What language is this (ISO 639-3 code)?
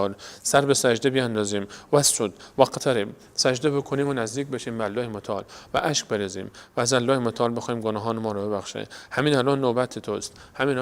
fas